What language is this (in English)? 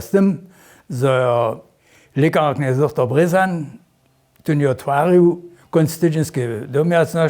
Upper Sorbian